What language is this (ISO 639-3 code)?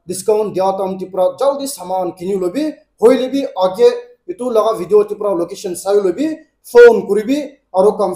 nag